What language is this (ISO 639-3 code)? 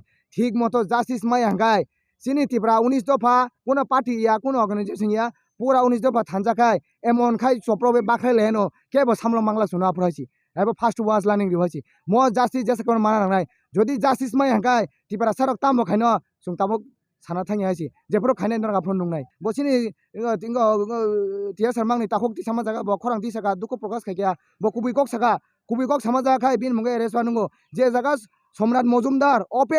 trp